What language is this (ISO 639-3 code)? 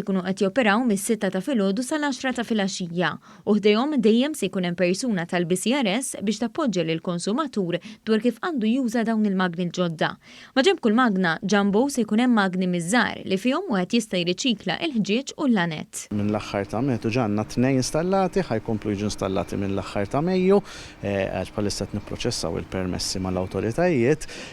mlt